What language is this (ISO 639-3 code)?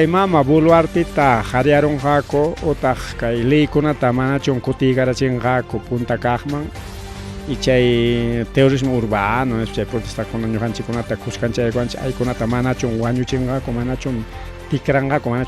quy